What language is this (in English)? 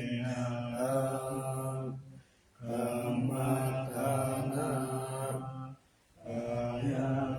Pali